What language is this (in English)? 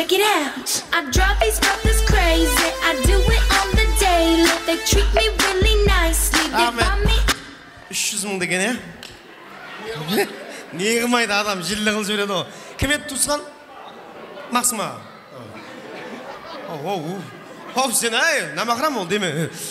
Kara-Kalpak